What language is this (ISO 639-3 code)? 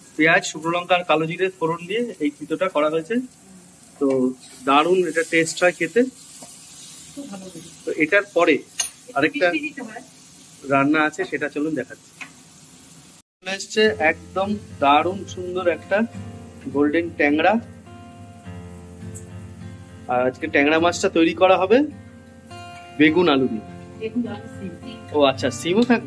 ben